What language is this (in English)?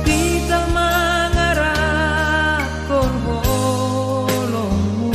Batak Simalungun